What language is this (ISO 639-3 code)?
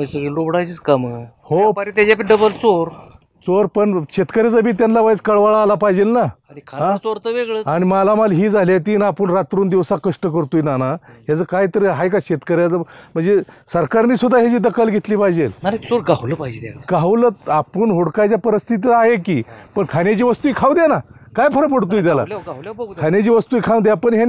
mar